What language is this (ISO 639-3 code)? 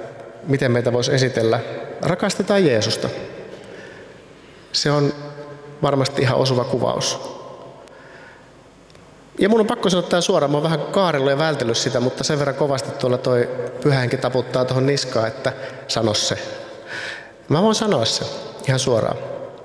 fin